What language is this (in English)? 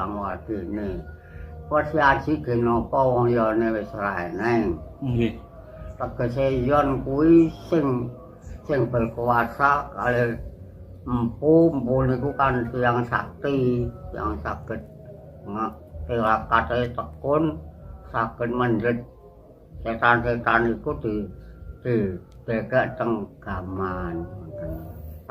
Javanese